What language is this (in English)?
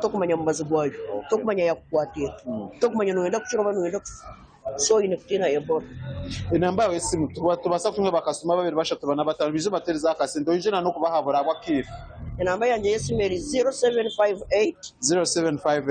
Nyankole